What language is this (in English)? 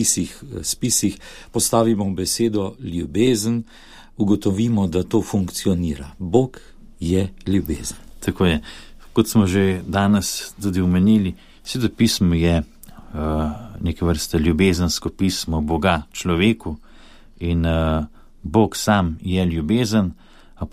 Slovenian